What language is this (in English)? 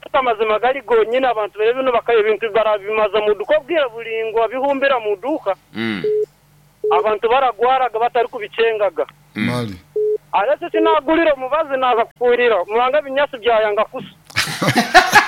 Nyoro